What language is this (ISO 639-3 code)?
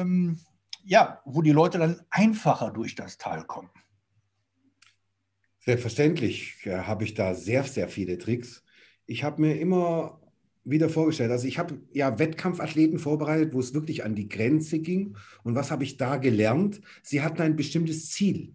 deu